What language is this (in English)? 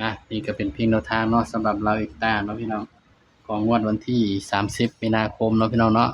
Northeastern Thai